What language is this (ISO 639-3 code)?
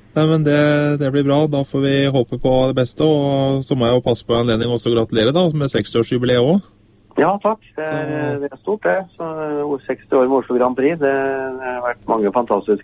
nor